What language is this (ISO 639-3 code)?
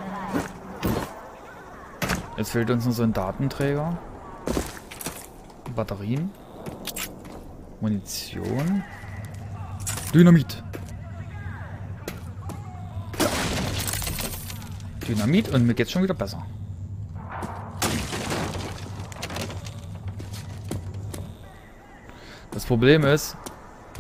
deu